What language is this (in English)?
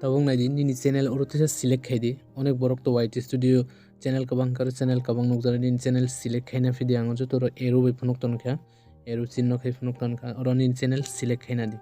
Kok Borok